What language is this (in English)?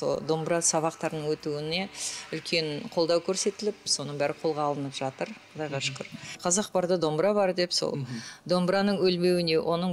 Kazakh